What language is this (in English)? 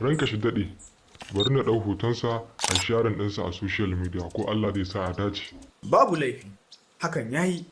Hausa